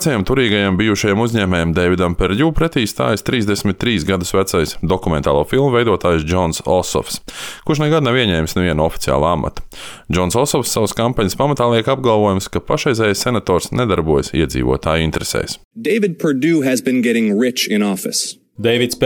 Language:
Latvian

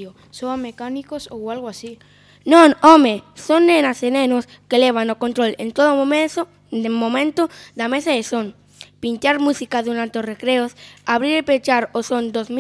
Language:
Galician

